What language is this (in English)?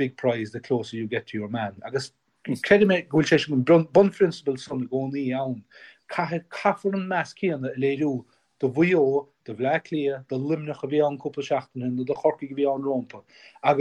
Irish